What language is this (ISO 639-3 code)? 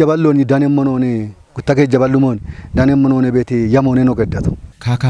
kbr